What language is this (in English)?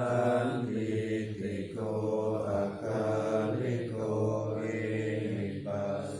Pali